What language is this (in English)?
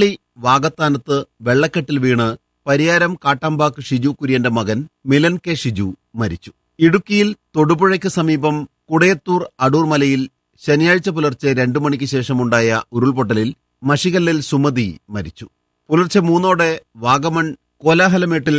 Malayalam